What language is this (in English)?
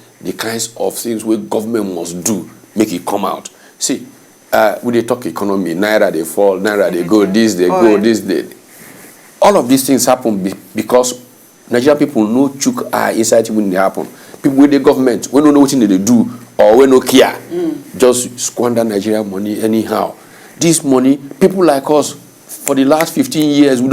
Nigerian Pidgin